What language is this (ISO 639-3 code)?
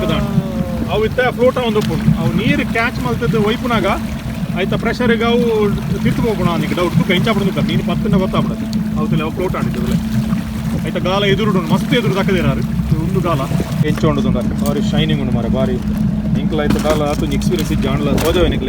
tcy